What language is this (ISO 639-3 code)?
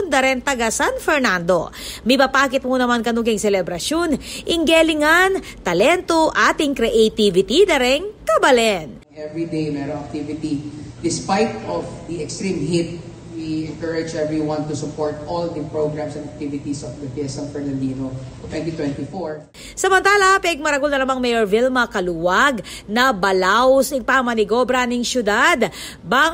pam